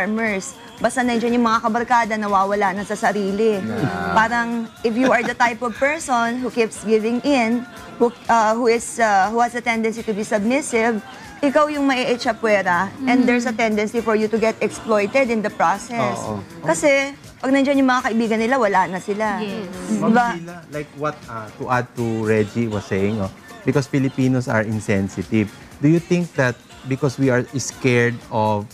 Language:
Filipino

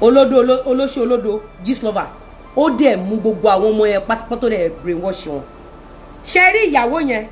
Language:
Yoruba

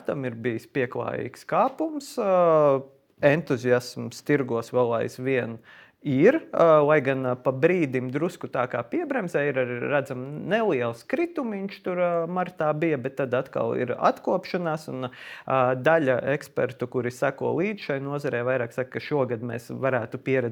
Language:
Latvian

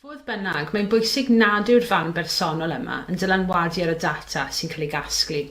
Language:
Welsh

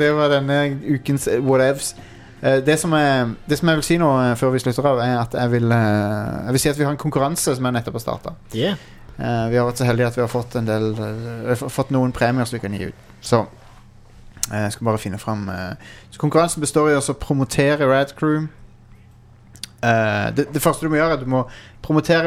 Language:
Norwegian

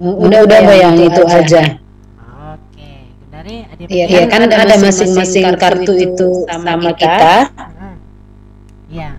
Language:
Batak Karo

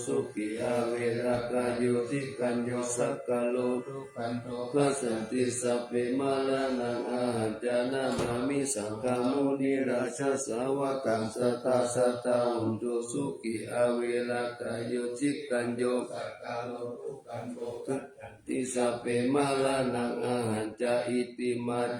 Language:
Pali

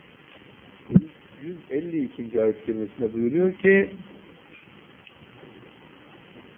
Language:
Turkish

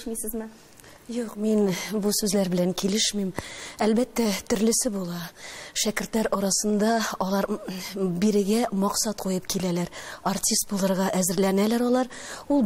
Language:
Tatar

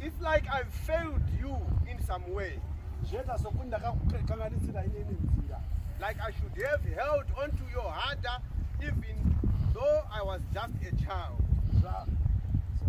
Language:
Shona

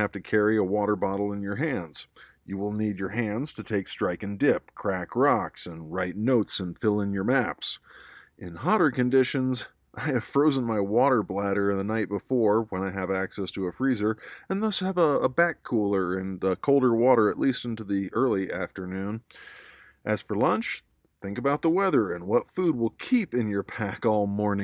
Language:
English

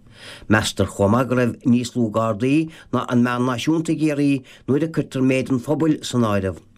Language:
Irish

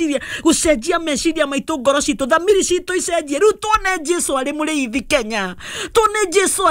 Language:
Kikuyu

